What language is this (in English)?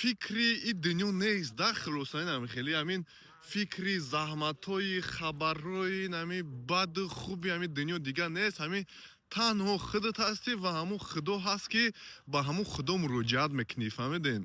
Tajik